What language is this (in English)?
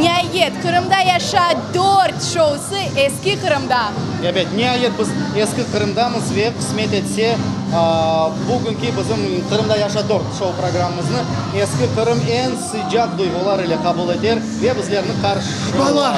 Crimean Tatar